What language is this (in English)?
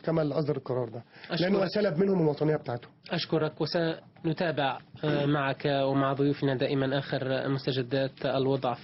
Egyptian Arabic